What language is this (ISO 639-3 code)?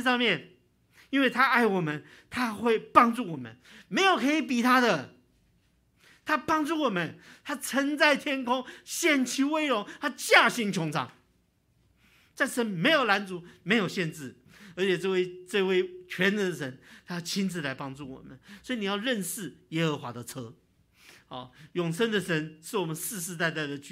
zho